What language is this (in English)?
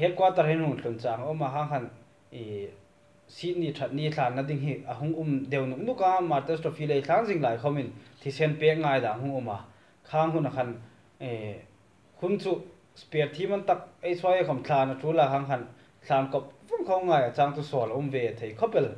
Hmar